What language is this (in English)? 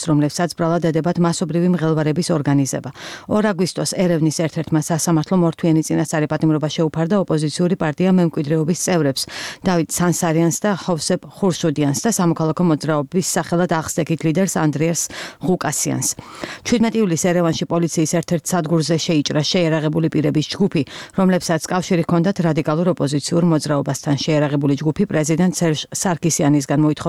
Georgian